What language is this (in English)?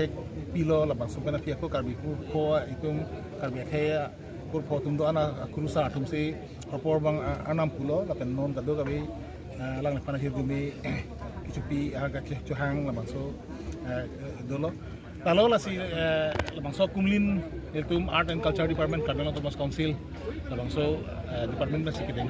Karbi